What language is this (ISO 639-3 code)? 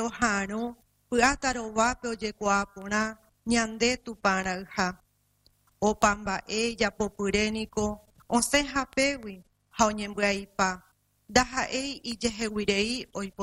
grn